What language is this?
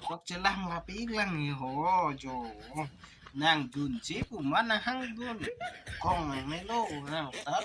Karbi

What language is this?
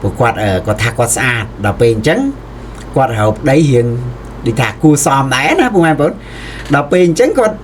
Khmer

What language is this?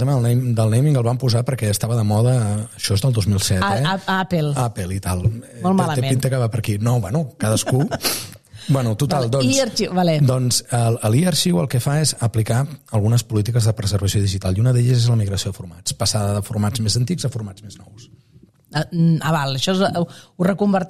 Catalan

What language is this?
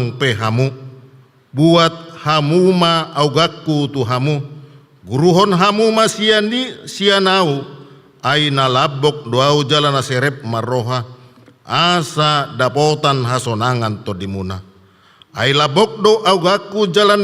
Batak Toba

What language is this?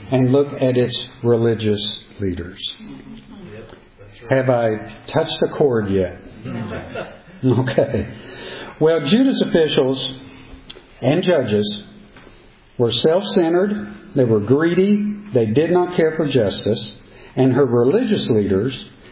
English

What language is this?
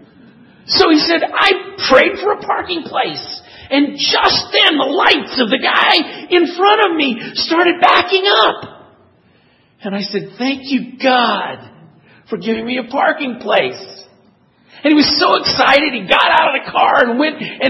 English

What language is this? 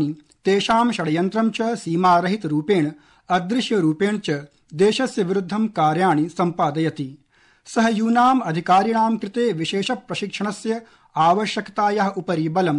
Sanskrit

